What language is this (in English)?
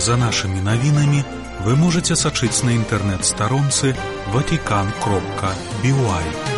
Belarusian